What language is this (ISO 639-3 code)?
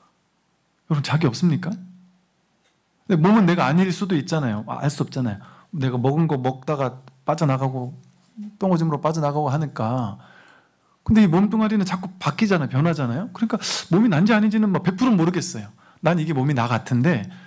kor